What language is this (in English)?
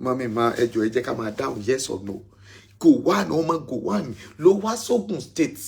Yoruba